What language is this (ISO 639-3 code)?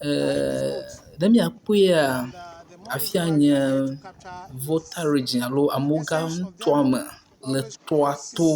ewe